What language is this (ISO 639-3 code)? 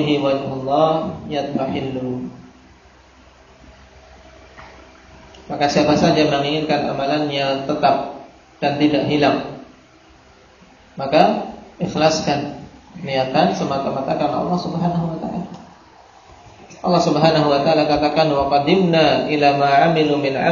ind